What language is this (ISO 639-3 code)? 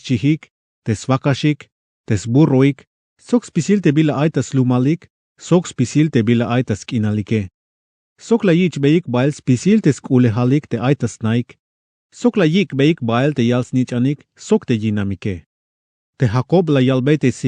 tzh